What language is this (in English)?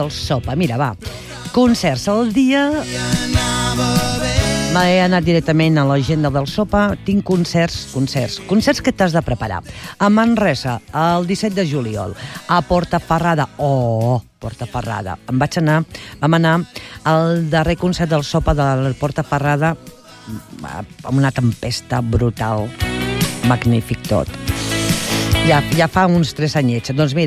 Catalan